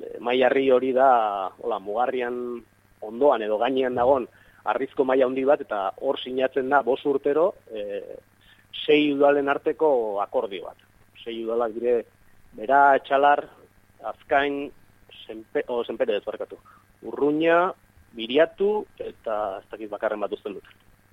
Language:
Basque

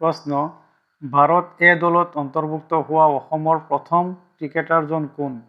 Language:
Assamese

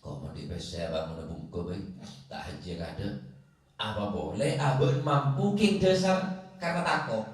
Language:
Madurese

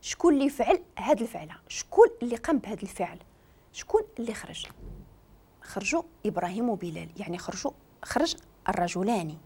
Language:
Moroccan Arabic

